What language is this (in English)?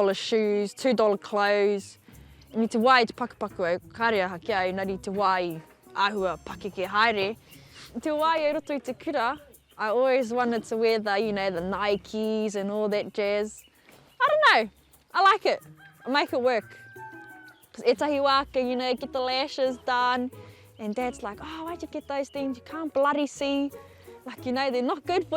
Māori